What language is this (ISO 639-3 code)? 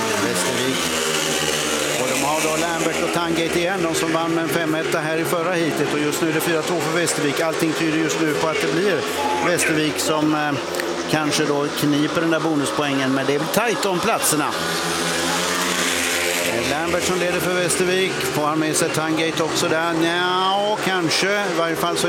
swe